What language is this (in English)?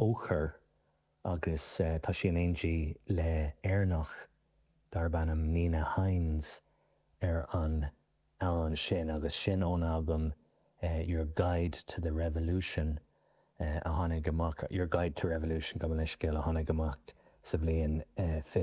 Irish